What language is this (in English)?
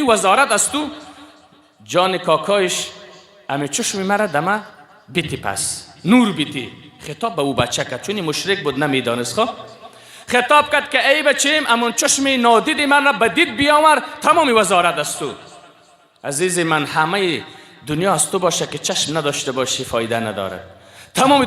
Persian